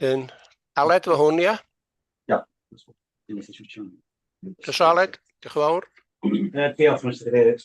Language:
Welsh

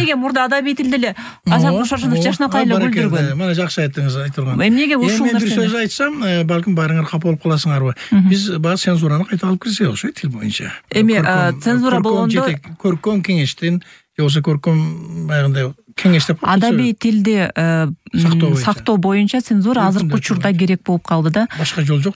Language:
Kyrgyz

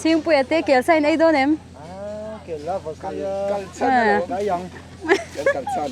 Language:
Mizo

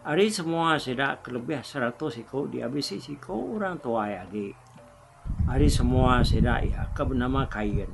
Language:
Iban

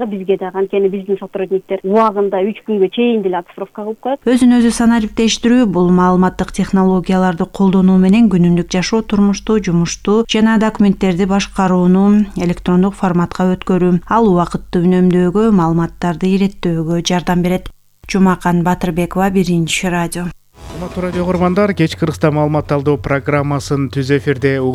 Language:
Kyrgyz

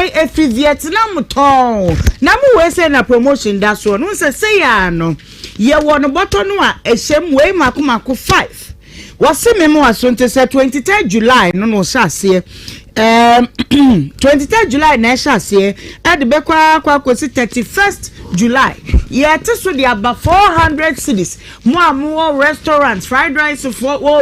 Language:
Akan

